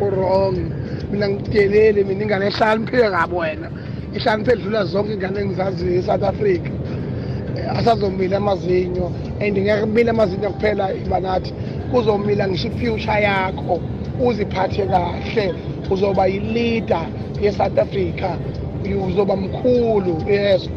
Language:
Zulu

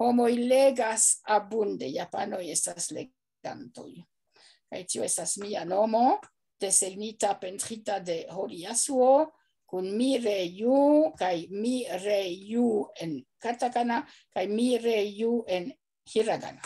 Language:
Esperanto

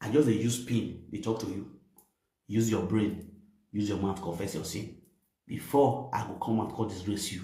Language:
Nigerian Pidgin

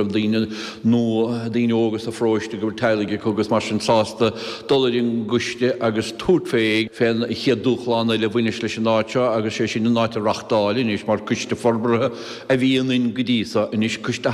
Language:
Irish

